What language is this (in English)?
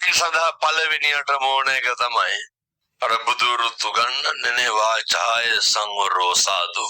Sinhala